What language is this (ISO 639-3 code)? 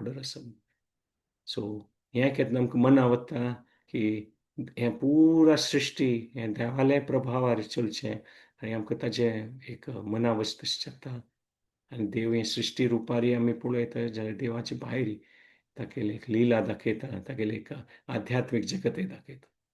kok